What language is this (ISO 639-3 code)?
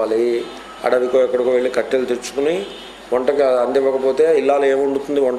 tel